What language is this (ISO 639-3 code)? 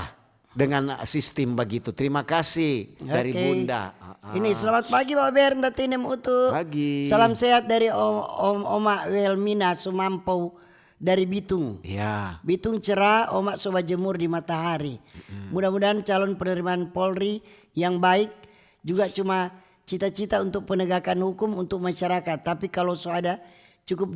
xmm